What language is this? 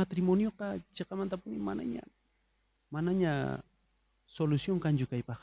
South Bolivian Quechua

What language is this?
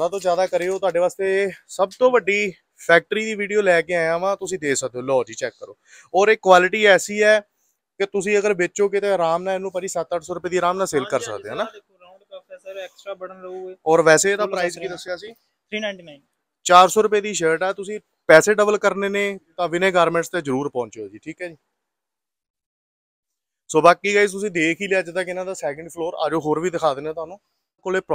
Punjabi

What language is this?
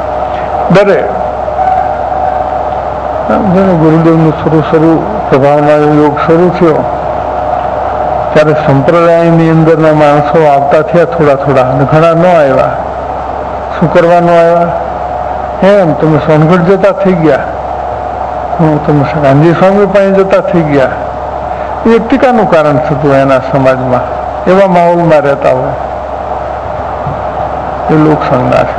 Gujarati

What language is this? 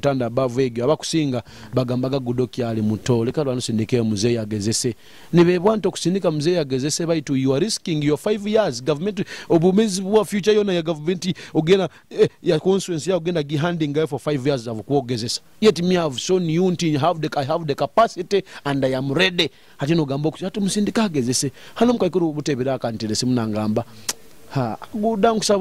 Nyoro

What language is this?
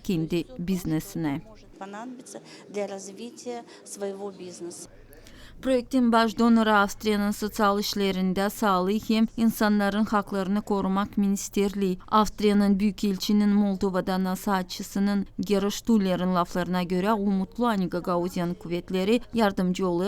Gagauz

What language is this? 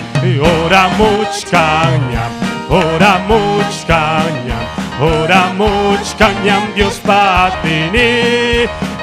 Ayacucho Quechua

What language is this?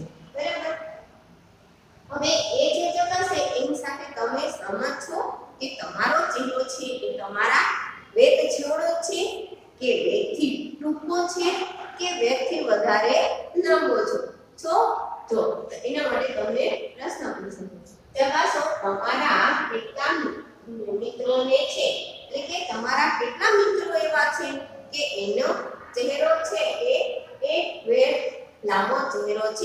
Gujarati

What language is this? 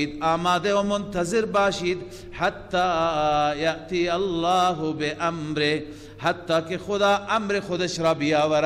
Persian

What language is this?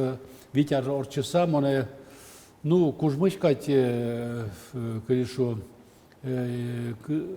Udmurt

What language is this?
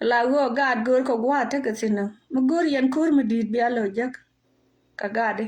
Nuer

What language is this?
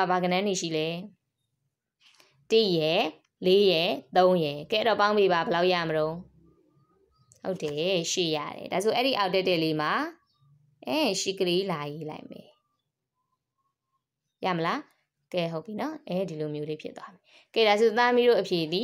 Burmese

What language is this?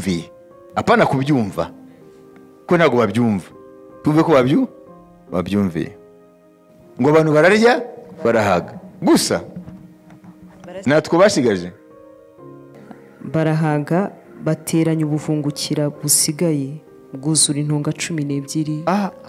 Kinyarwanda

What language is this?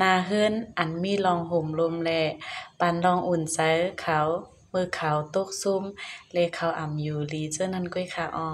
Shan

